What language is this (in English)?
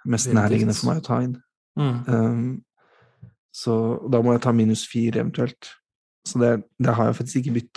Norwegian